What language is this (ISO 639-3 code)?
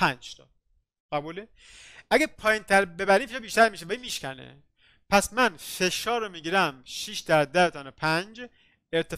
fas